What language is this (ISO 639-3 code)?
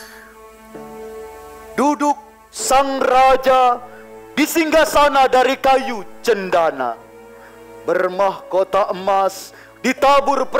ind